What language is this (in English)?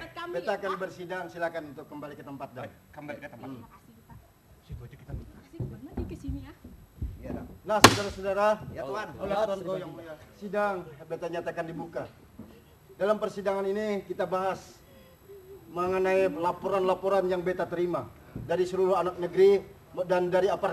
Banjar